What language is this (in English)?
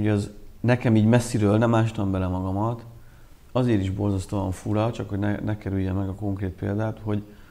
Hungarian